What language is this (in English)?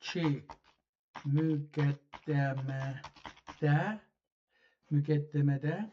South Azerbaijani